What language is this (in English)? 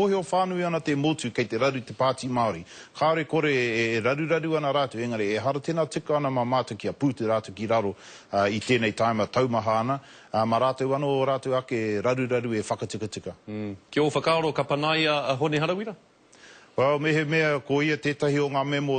Māori